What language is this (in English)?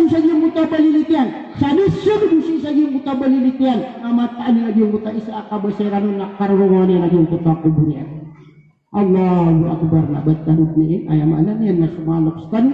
Maranao